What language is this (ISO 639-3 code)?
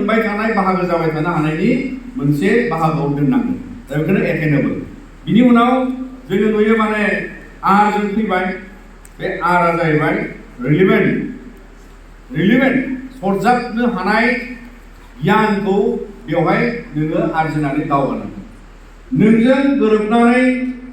brx